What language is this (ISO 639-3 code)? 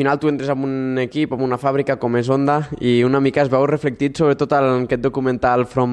cat